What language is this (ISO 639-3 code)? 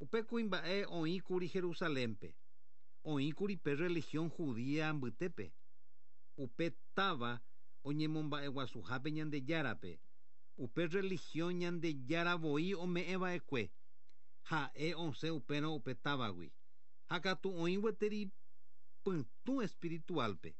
grn